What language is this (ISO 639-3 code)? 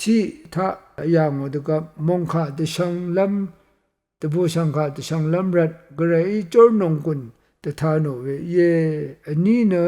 raw